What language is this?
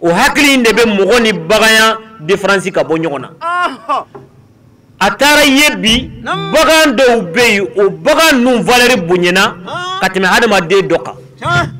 Bambara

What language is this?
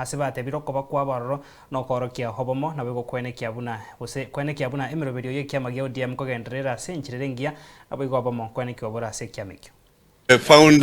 Gusii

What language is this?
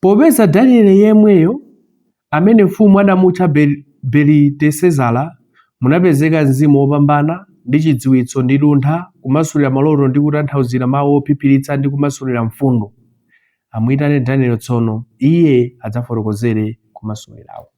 Nyanja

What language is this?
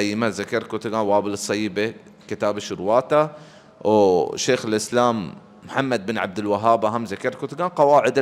Baluchi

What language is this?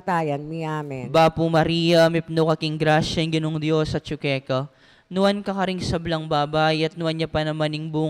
Pampanga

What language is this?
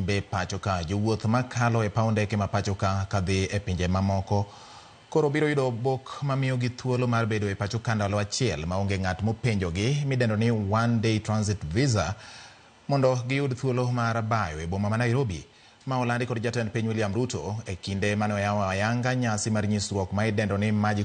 Luo (Kenya and Tanzania)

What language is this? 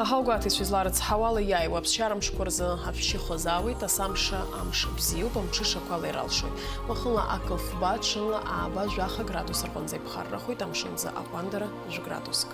Abkhazian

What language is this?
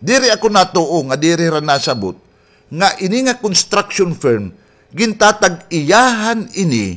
Waray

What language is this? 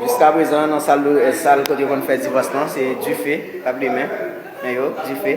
Haitian Creole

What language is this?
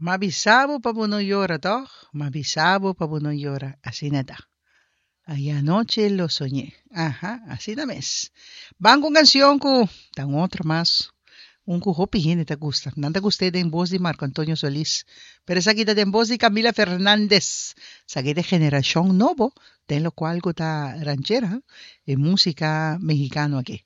Papiamento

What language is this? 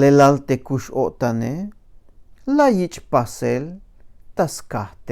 Tzeltal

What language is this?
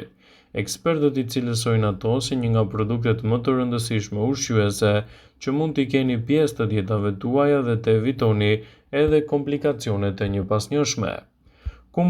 Albanian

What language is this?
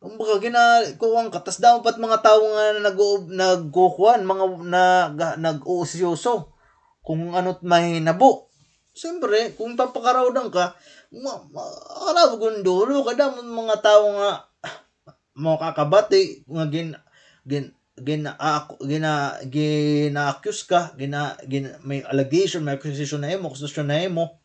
Waray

